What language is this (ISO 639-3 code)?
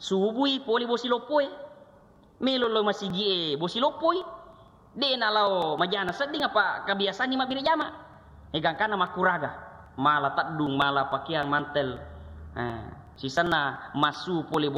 bug